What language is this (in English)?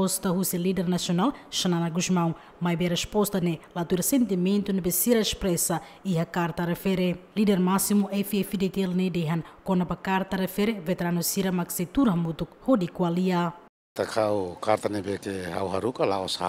Tetum